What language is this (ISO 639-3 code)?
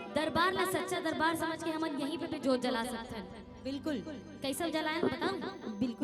hne